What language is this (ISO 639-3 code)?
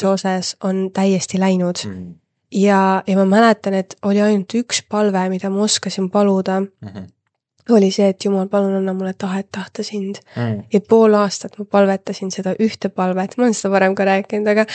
est